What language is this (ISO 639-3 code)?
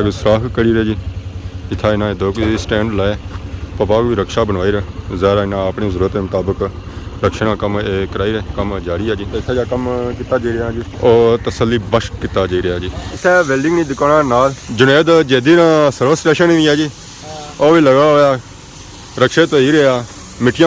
phr